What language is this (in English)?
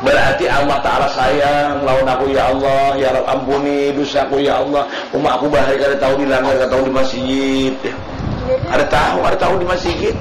Banjar